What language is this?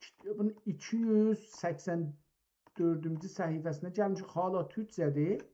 South Azerbaijani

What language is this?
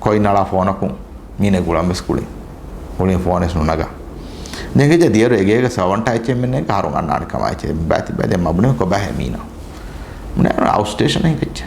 Divehi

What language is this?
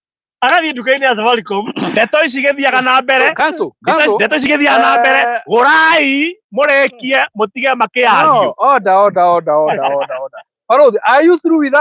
Kikuyu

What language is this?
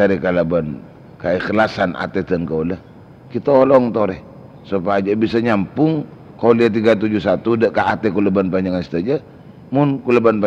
Madurese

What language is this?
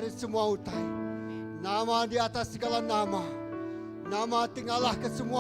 Iban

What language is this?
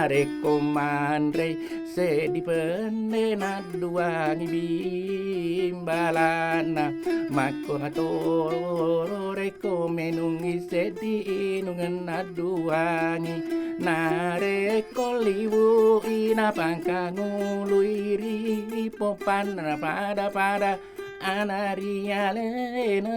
Buginese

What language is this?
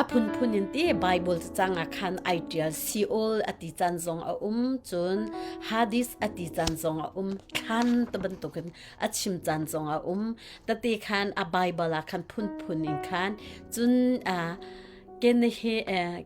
Hakha Chin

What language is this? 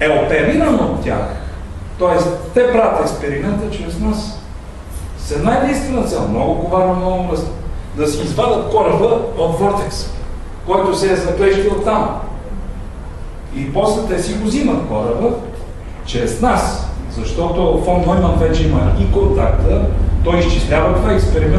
Bulgarian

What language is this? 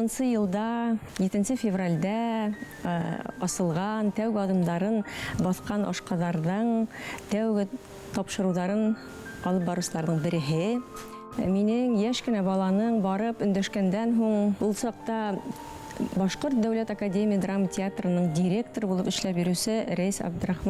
Bashkir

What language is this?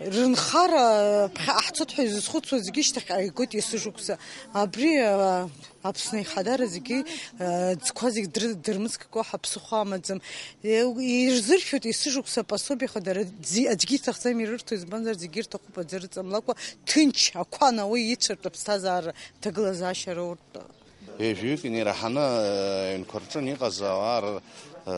Abkhazian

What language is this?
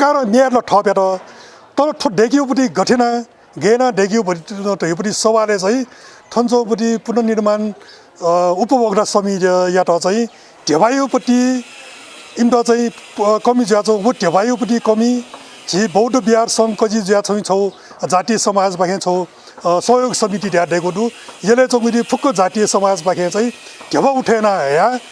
Newari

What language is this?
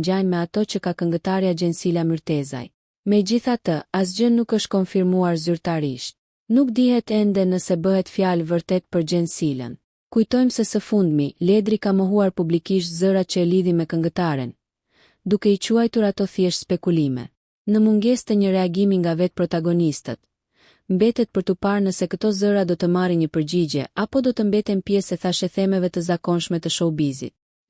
Albanian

